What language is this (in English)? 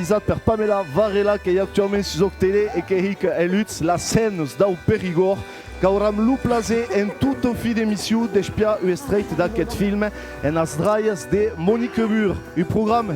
Occitan